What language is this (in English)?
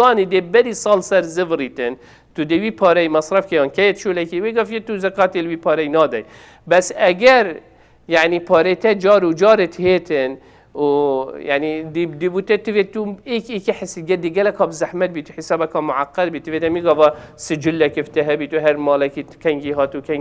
Kurdish